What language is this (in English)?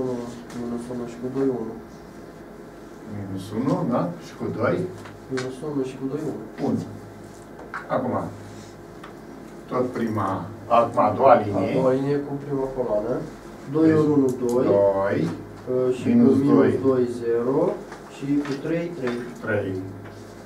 Romanian